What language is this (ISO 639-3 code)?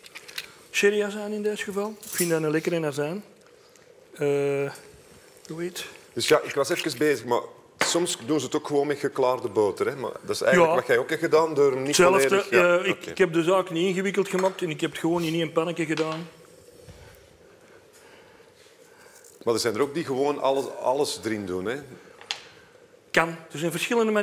nld